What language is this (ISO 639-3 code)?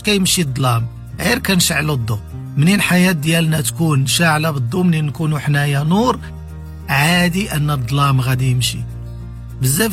ary